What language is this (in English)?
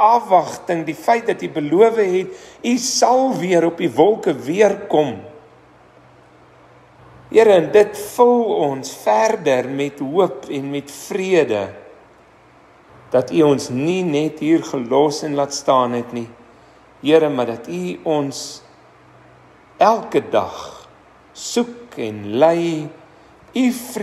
Afrikaans